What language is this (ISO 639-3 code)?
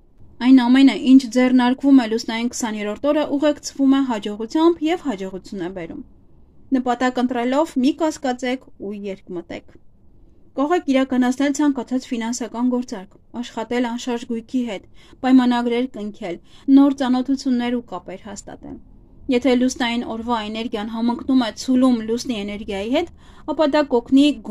hye